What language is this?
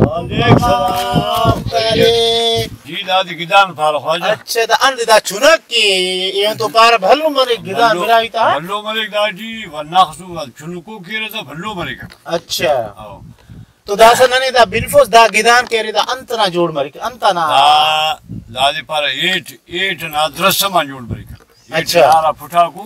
Brahui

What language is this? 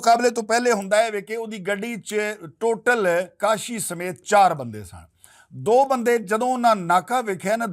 Western Panjabi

